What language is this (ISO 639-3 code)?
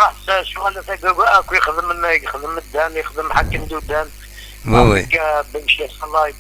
kab